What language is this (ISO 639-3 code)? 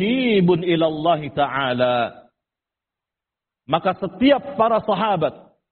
ind